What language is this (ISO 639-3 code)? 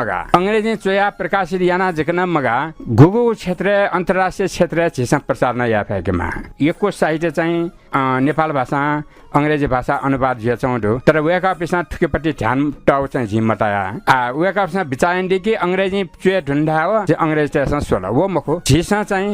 new